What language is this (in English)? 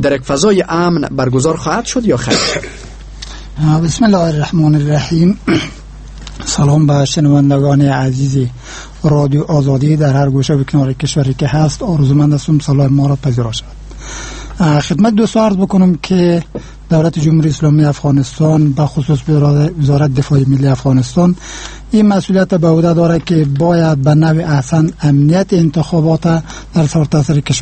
Persian